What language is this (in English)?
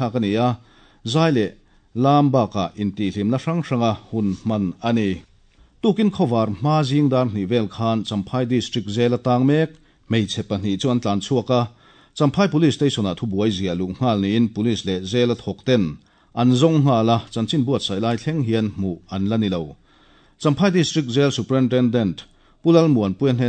Mizo